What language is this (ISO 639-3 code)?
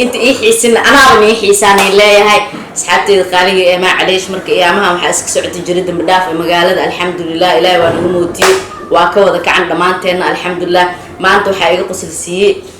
som